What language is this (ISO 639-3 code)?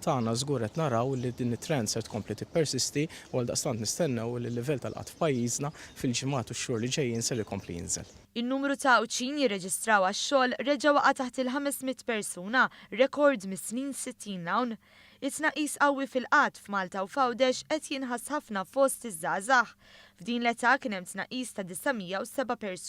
mlt